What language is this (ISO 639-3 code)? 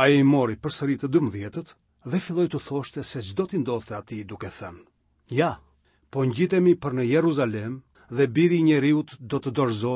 sqi